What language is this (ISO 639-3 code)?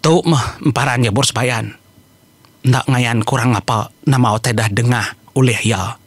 iba